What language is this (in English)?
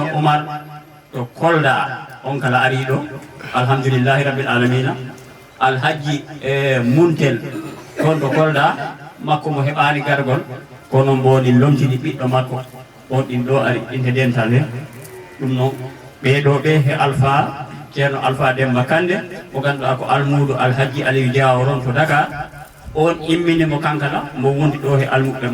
Fula